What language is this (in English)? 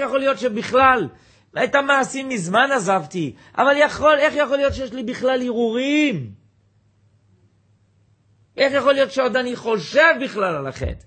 Hebrew